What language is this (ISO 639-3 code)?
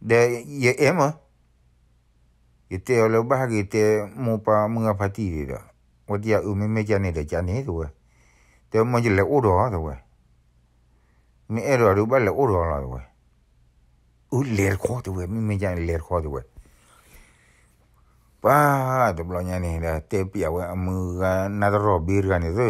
ksw